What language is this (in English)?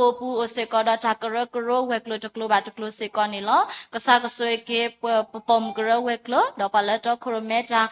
S'gaw Karen